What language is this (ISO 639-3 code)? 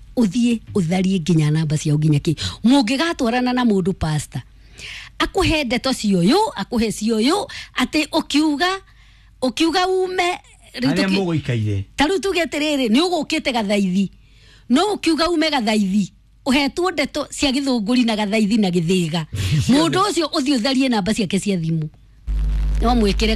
kik